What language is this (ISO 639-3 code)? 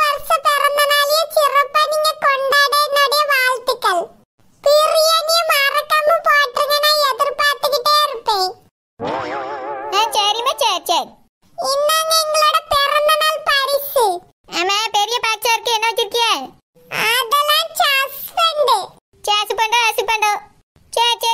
tam